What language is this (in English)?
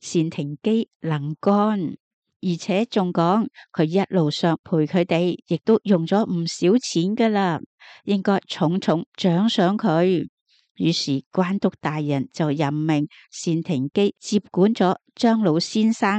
Cantonese